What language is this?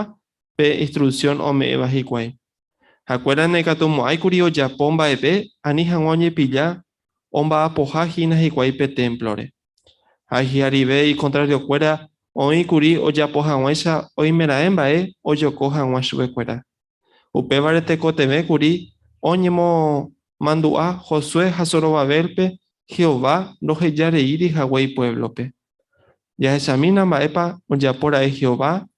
Guarani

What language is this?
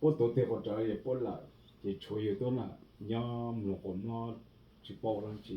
Hmong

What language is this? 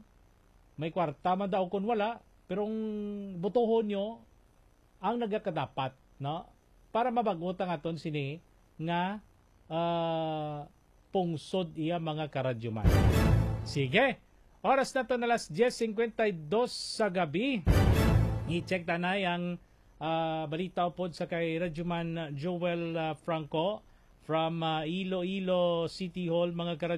Hiligaynon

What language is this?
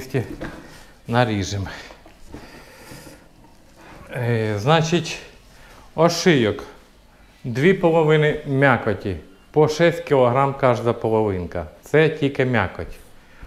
Ukrainian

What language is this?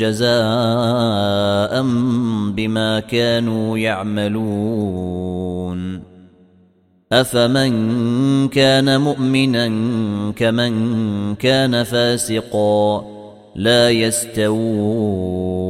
Arabic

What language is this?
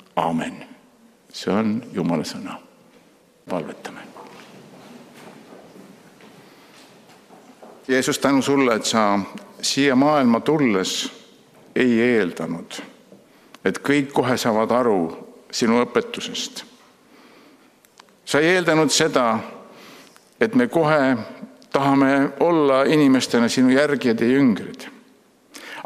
Estonian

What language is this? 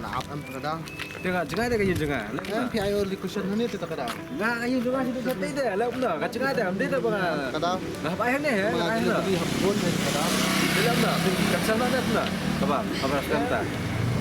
Khasi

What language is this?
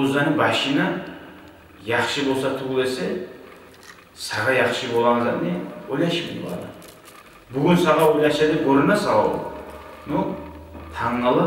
Kumyk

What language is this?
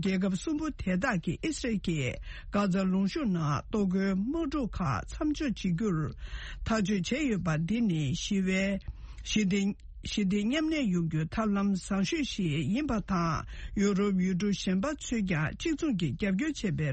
Tibetan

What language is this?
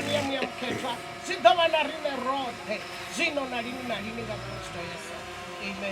Venda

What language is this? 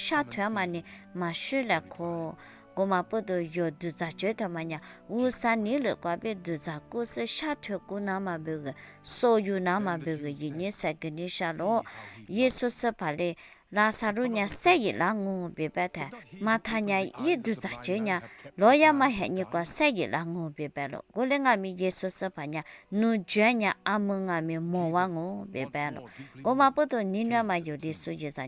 Lisu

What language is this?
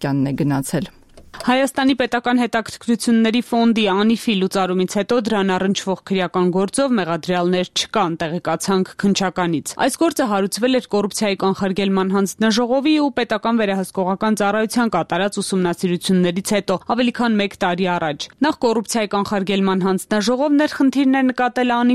Armenian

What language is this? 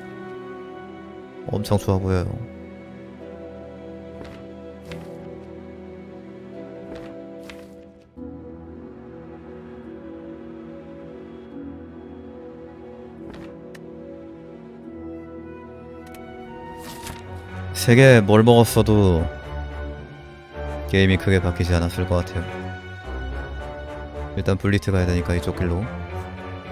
Korean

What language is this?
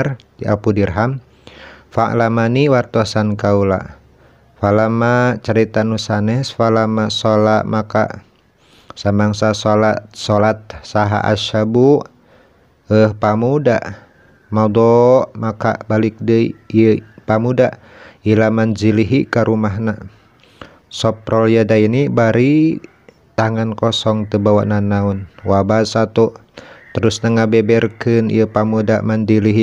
Sundanese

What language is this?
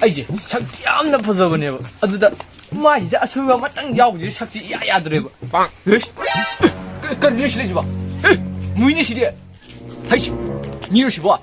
Manipuri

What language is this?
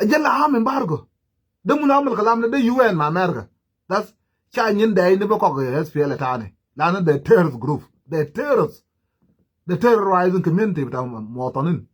Nuer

